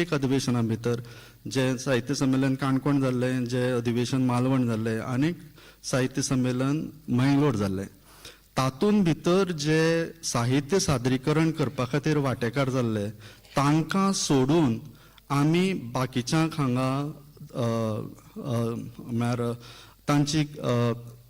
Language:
Konkani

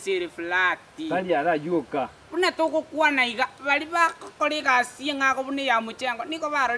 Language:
Gusii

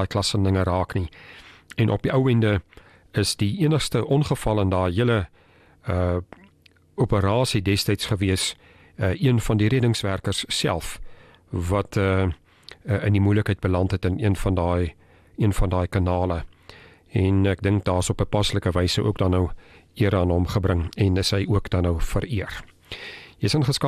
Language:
Afrikaans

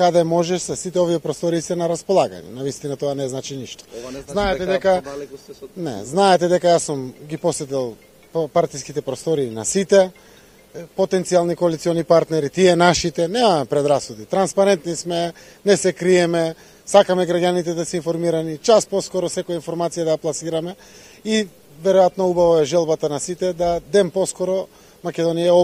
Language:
Macedonian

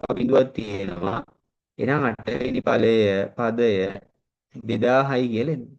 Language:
Sinhala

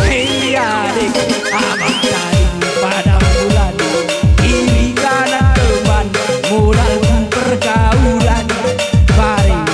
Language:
Batak Karo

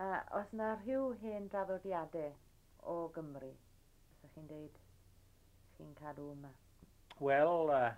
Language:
Welsh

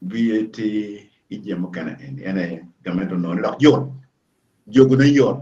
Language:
Acoli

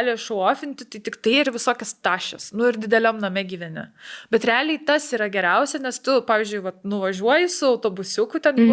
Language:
Lithuanian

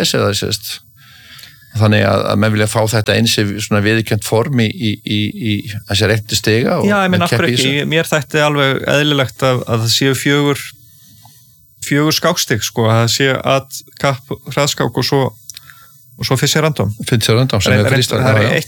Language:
Icelandic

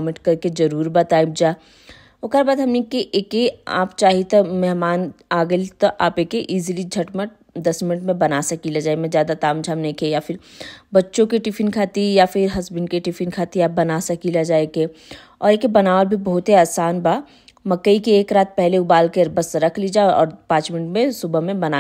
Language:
Bhojpuri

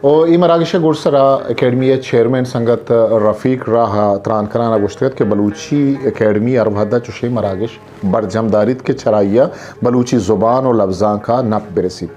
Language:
Eastern Balochi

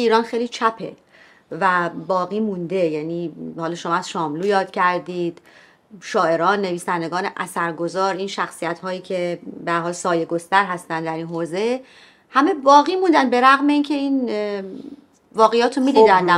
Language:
Persian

